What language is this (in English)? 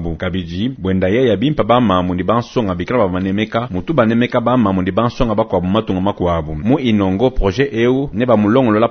Luba-Lulua